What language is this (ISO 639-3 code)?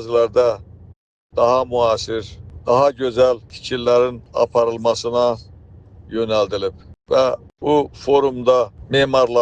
aze